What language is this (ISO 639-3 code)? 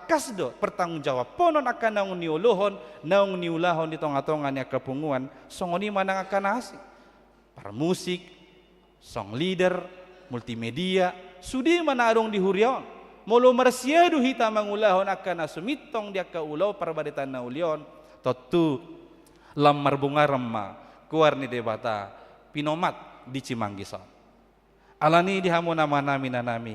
bbc